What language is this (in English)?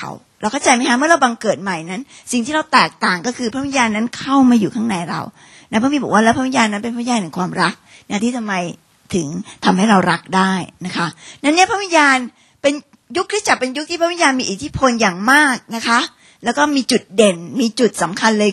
Thai